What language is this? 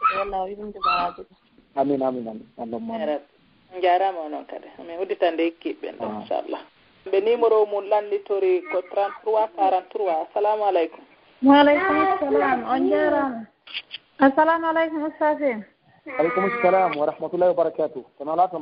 Fula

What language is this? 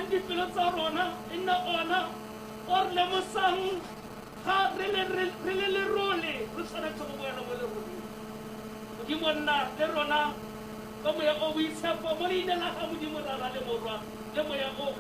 Tswana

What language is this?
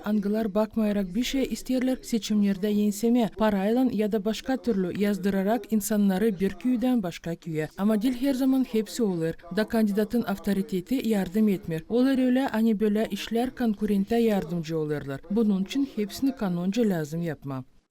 Gagauz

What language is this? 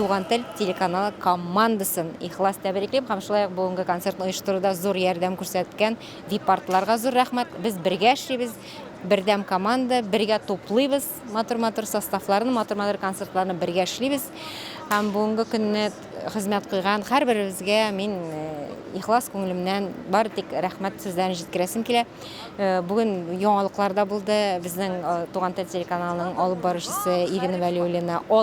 Tatar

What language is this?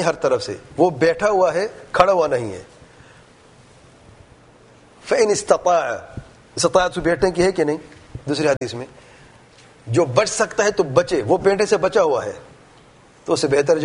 Urdu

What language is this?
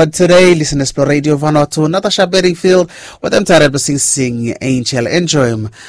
Bislama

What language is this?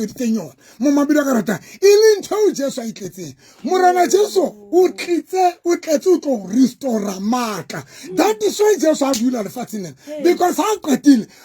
Southern Sotho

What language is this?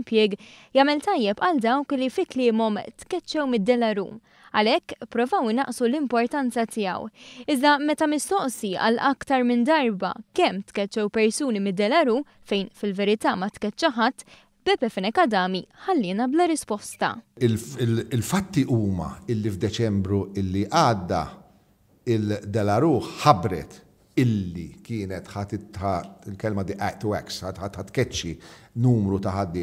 Maltese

